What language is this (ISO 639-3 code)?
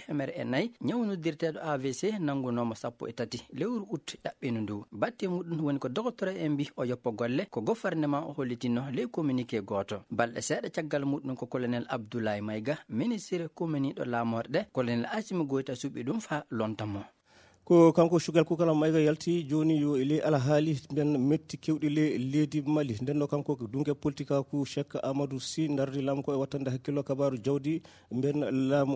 ful